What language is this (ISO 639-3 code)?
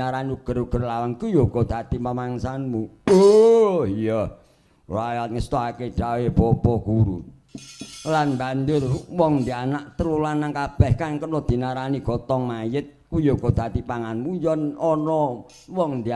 jav